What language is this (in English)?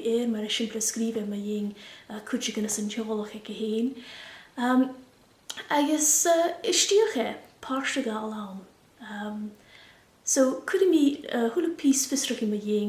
Scottish Gaelic